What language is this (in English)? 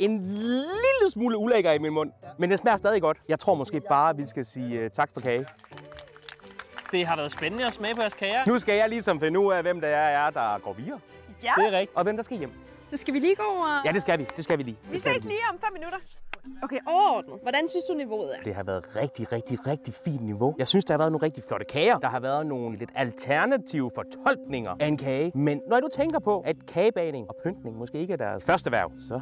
Danish